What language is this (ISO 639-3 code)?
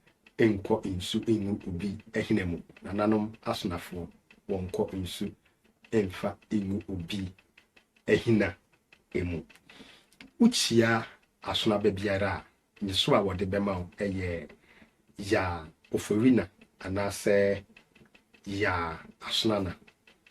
aka